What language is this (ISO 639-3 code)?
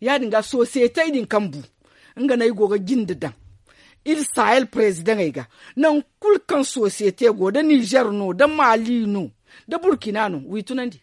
dje